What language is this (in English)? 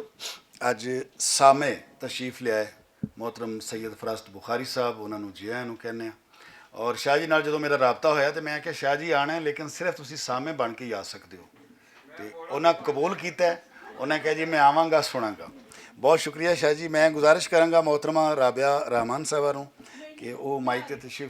Western Panjabi